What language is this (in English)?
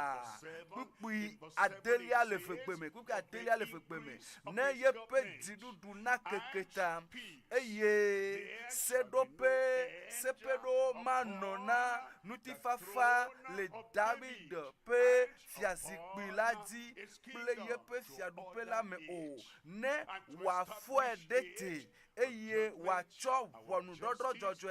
Ewe